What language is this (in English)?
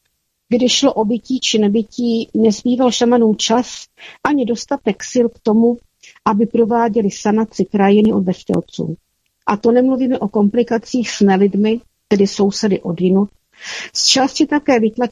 Czech